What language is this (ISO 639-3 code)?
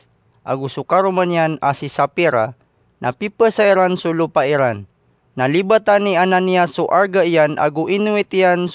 mrw